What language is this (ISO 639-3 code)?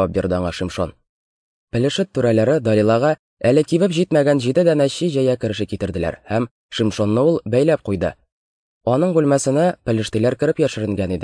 tat